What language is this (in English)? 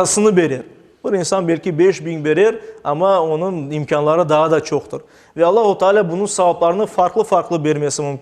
Crimean Tatar